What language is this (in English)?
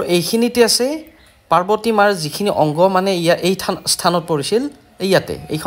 Assamese